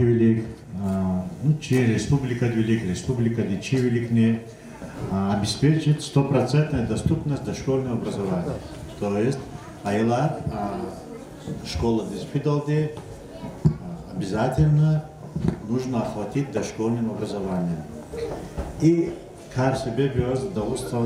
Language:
Lezghian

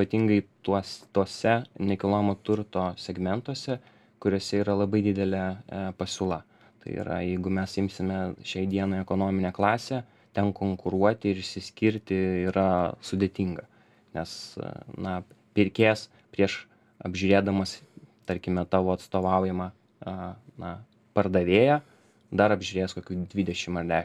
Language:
Lithuanian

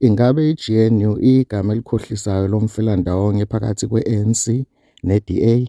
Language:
Zulu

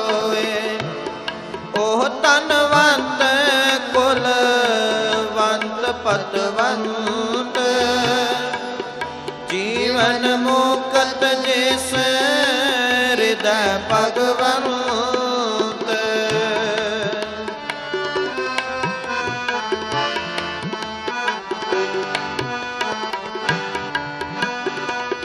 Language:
Punjabi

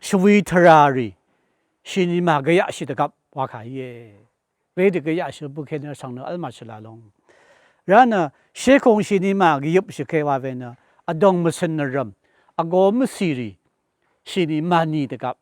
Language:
Rawang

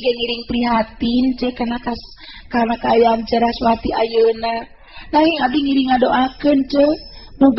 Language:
Sundanese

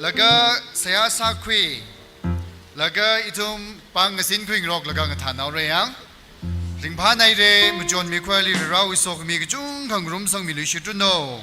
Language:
Tangkhul Naga (India)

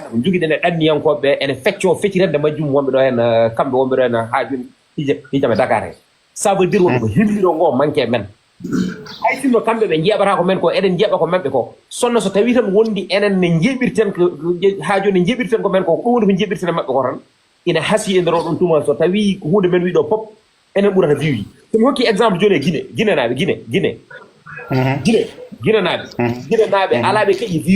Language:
Fula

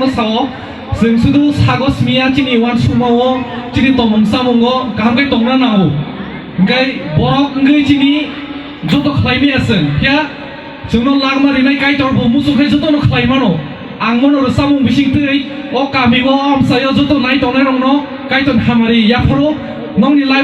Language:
Kok Borok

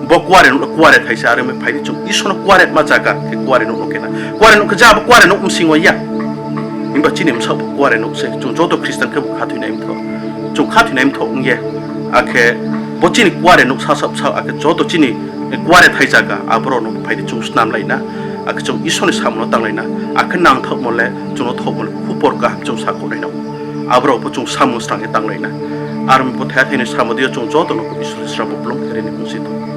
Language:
Riang (India)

